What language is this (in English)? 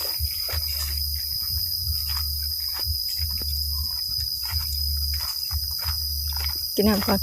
Northeastern Thai